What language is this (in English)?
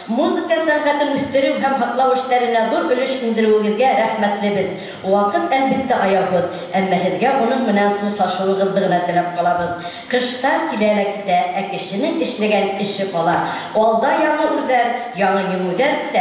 Bashkir